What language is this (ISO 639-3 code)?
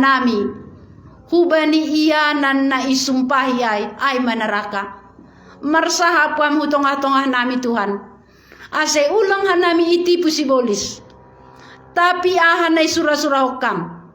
bts